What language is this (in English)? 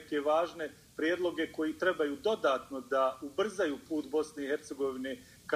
Bosnian